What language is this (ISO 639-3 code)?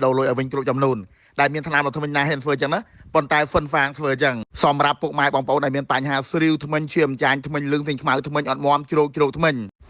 khm